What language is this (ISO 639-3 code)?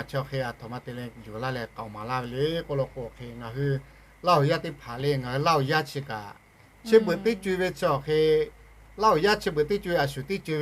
lhu